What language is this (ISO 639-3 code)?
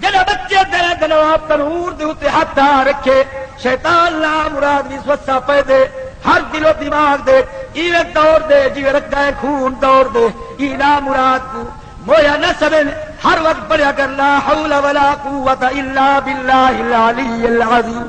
skr